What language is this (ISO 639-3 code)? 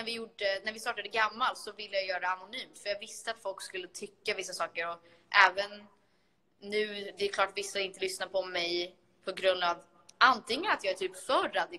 swe